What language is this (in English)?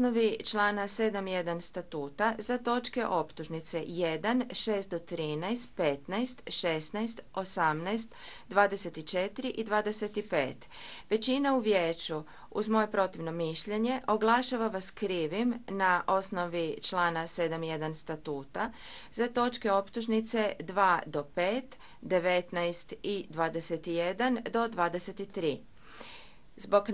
Croatian